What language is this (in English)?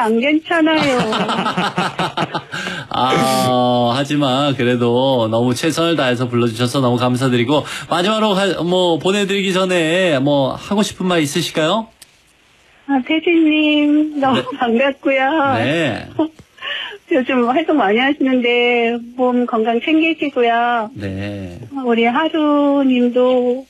Korean